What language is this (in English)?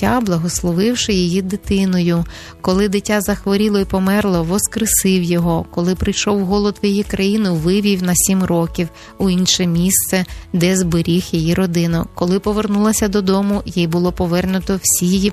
Ukrainian